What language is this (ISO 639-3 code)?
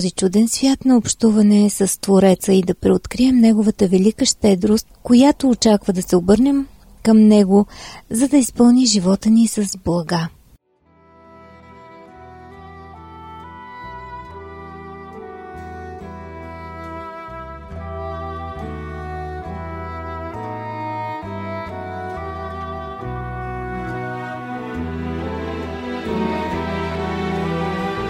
bul